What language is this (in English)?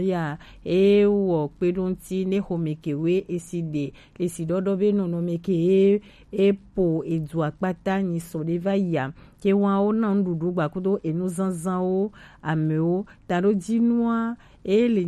Gen